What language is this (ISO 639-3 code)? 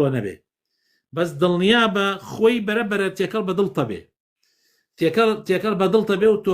ckb